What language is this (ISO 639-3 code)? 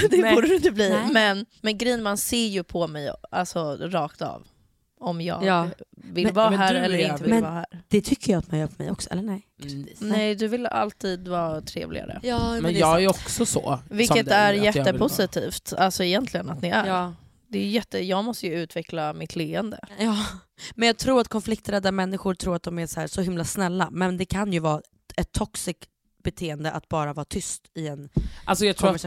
swe